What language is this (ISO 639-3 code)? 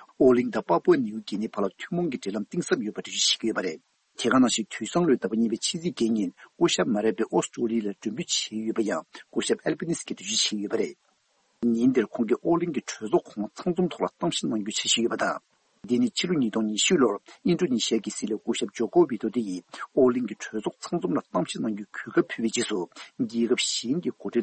bod